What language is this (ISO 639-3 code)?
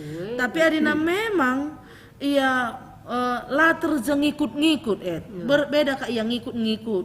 btx